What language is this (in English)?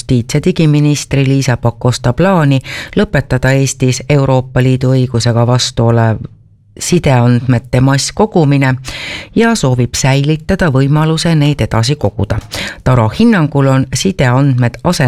Estonian